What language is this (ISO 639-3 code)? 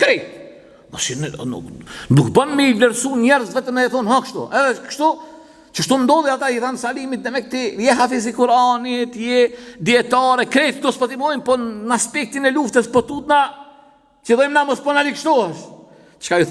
sqi